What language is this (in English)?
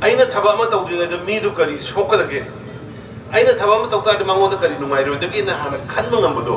Manipuri